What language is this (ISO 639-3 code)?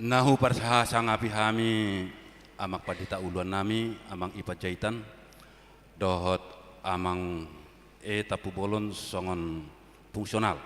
bbc